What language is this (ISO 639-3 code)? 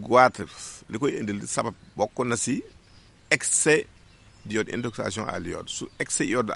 wol